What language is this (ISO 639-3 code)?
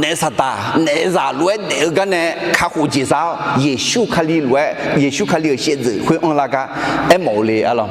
ahk